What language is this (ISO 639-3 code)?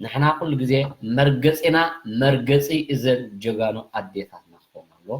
tir